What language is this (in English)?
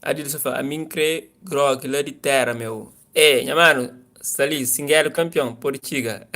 Kabuverdianu